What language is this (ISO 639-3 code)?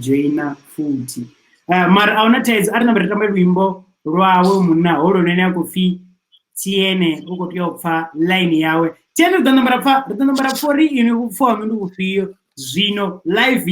ven